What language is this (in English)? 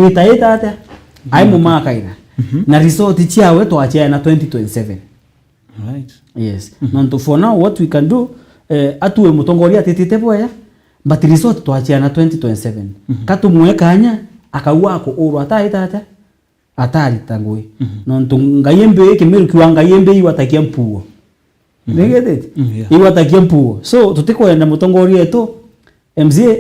Meru